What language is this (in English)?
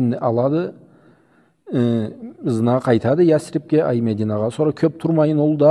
Karachay-Balkar